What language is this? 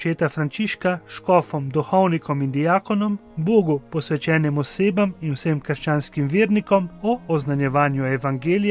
Slovenian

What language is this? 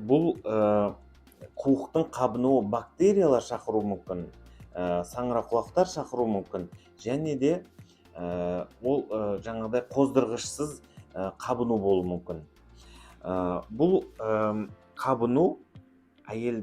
Kazakh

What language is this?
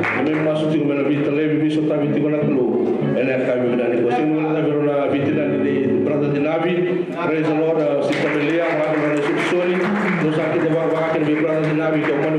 Fijian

